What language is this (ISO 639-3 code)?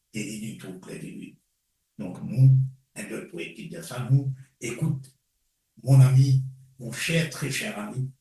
mfe